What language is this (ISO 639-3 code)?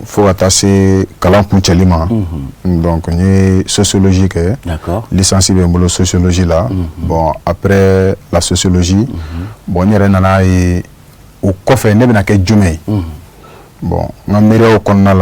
bam